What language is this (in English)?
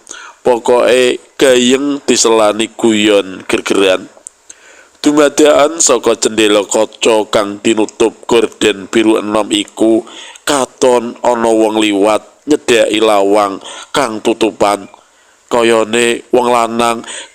Javanese